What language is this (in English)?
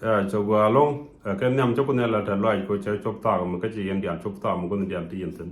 Nuer